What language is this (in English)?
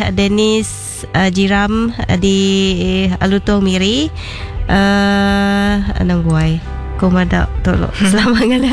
Iban